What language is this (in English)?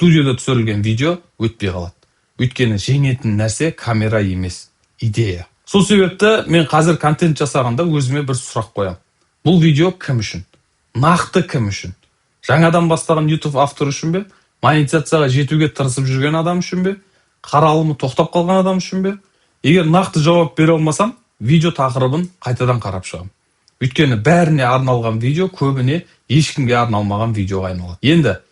Kazakh